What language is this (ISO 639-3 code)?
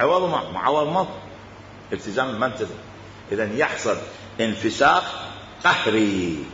acm